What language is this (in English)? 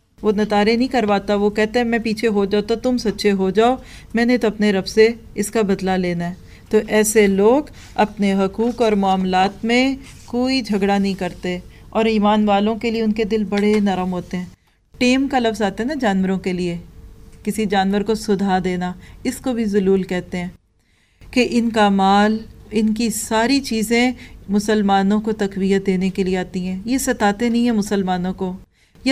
Urdu